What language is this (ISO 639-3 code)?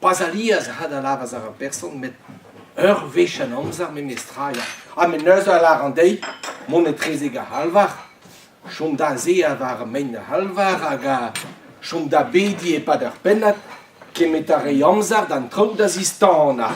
bre